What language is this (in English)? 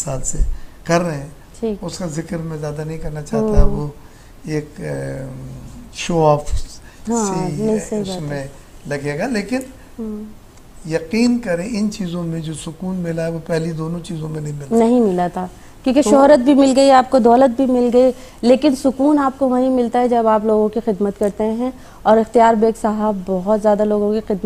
Urdu